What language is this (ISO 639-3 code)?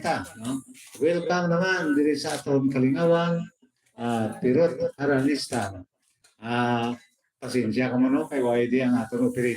hil